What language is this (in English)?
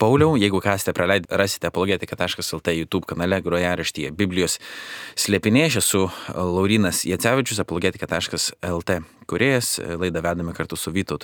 Lithuanian